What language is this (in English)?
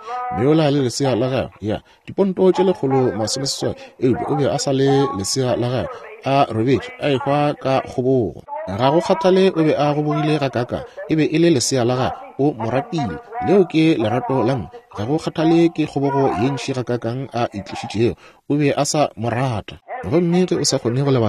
Northern Sotho